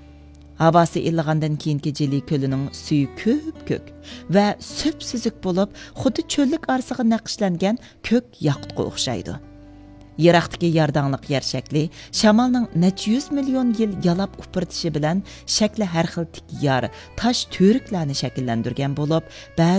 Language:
Uyghur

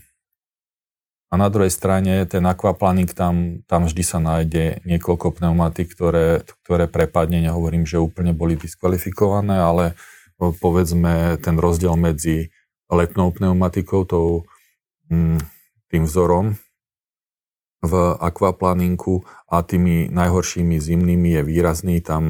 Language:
Slovak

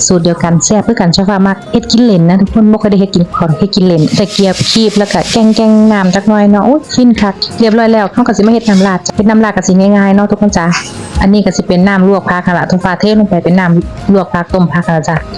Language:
Northeastern Thai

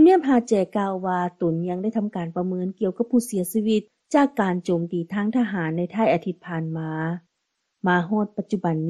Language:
Lao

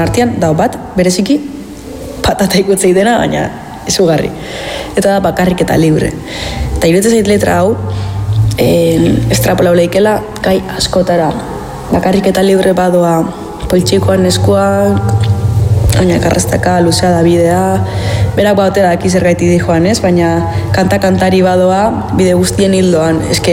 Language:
Basque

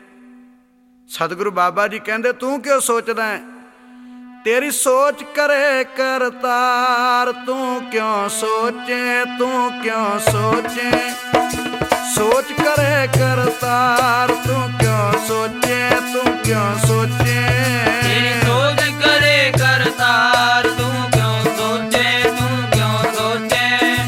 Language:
Punjabi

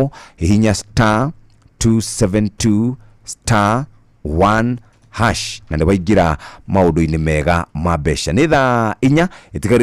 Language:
Kikuyu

